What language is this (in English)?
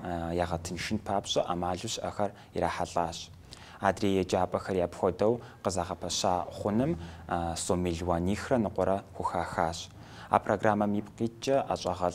Kabardian